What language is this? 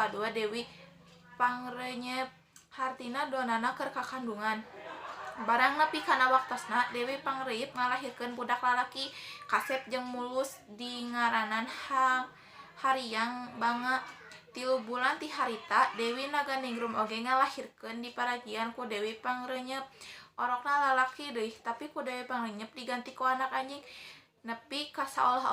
Sundanese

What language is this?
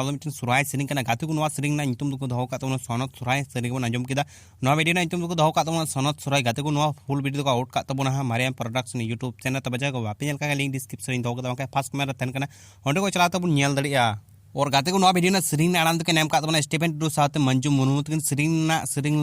Santali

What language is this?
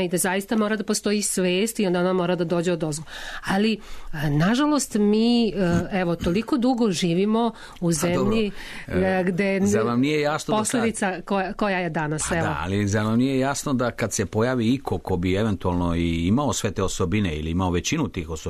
Serbian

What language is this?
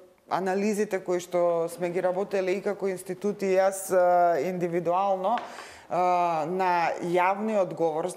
Macedonian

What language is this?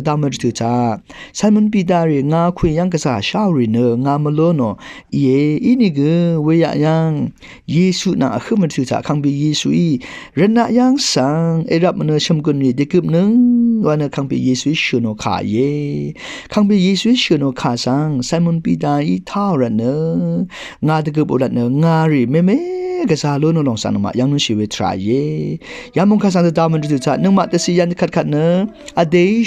Rawang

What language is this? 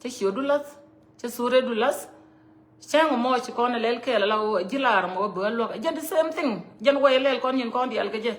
Nuer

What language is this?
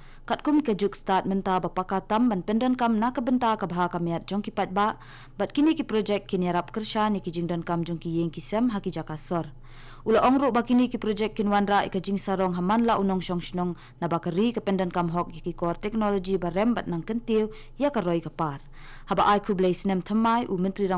Khasi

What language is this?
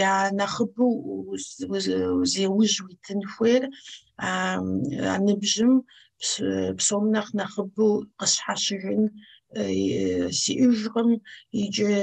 Kabardian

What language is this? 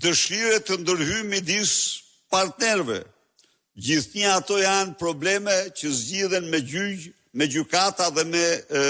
Albanian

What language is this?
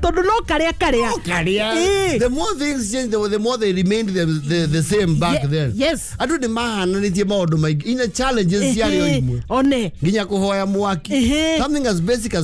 Kikuyu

